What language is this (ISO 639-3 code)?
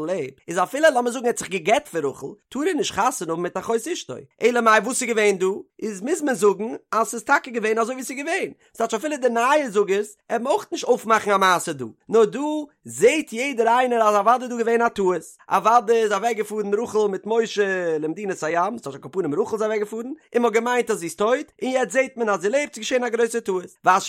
yid